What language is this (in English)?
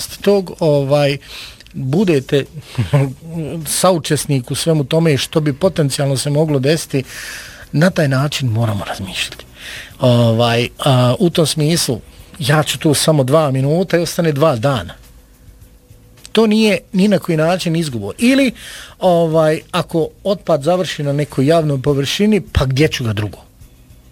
Bosnian